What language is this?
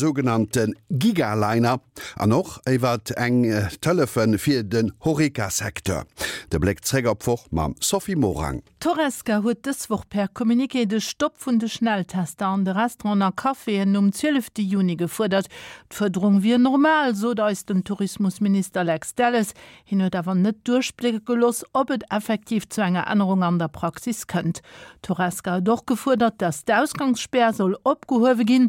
Luxembourgish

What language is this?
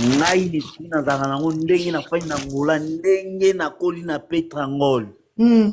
Lingala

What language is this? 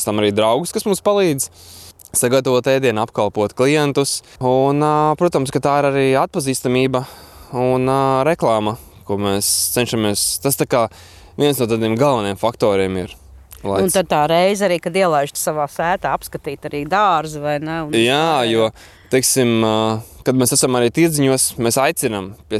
Latvian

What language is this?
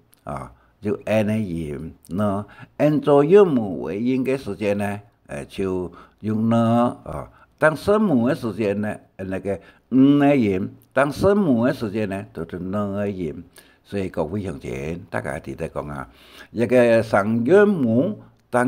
Hakka Chinese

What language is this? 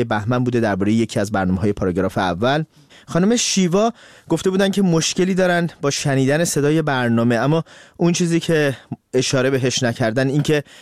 Persian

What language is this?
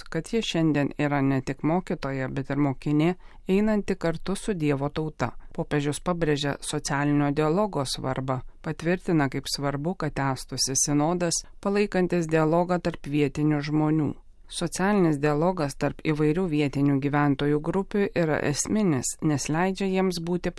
Lithuanian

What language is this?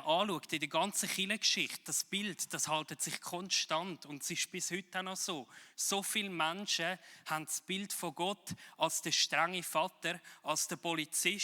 Swiss German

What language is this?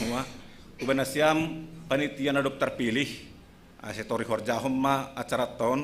Batak Simalungun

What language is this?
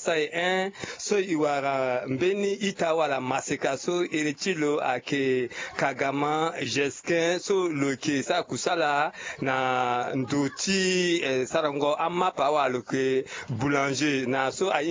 Sango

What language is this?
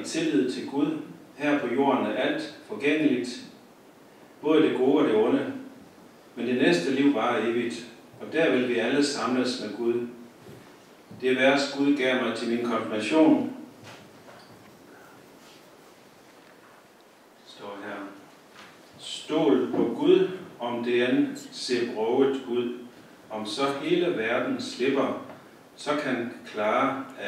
Danish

